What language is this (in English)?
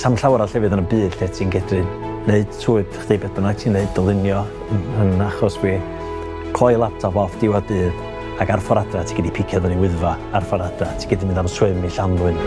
Welsh